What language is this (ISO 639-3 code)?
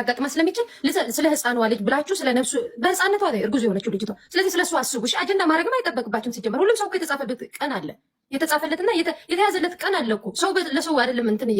amh